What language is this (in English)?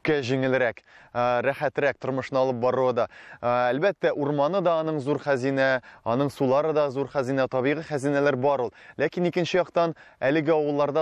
Tatar